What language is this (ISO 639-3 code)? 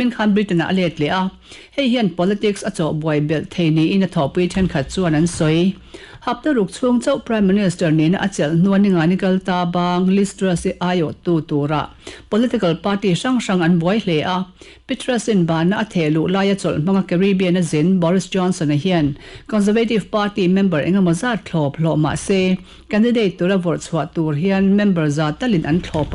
lus